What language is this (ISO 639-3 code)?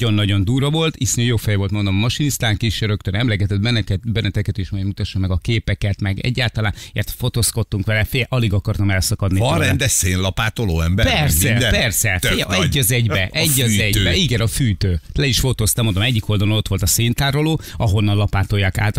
hun